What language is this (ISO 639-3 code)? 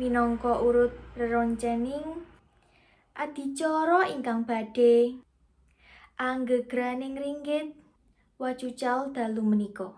jav